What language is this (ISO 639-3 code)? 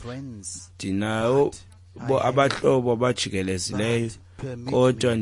xho